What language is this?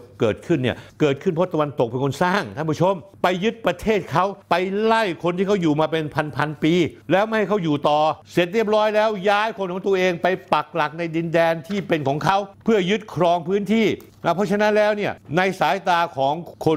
Thai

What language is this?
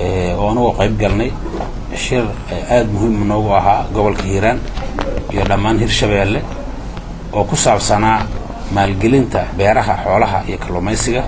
Somali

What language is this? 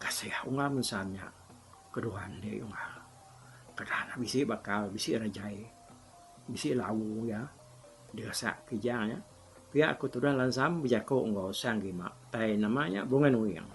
Iban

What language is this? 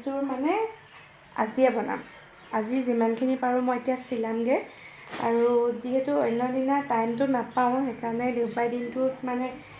Assamese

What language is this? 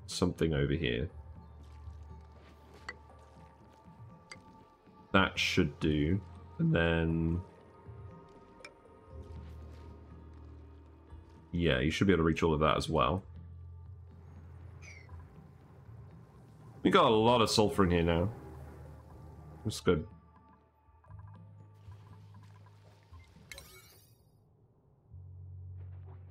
English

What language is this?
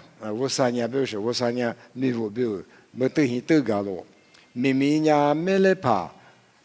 Lisu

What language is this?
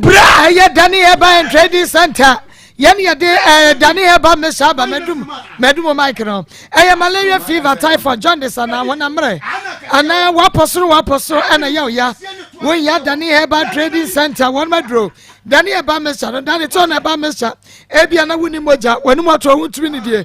Akan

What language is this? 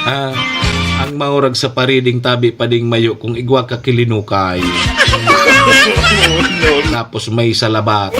Bikol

